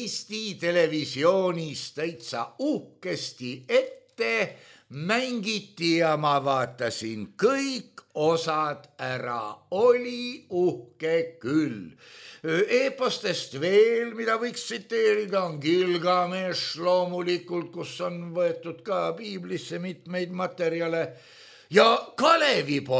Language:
Estonian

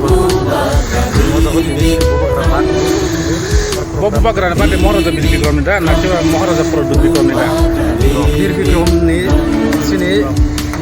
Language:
Kok Borok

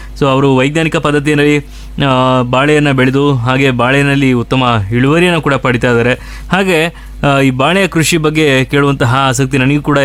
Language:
Kannada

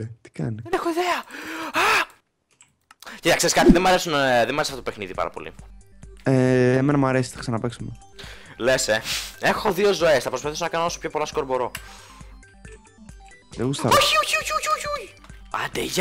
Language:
Greek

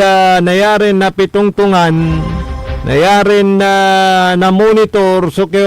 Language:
Pangasinan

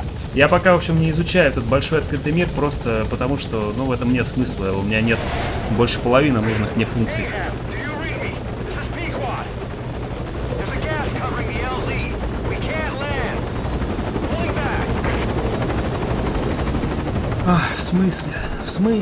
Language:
Russian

